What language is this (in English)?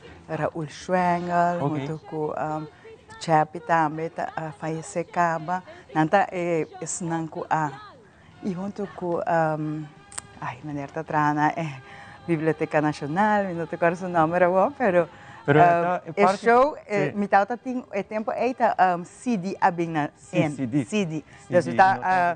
Papiamento